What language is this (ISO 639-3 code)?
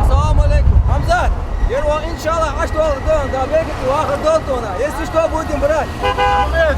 inh